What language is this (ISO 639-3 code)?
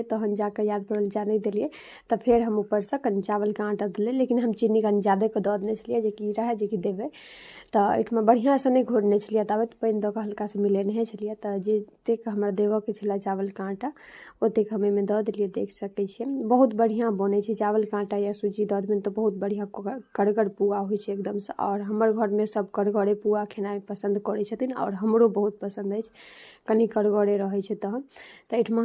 mai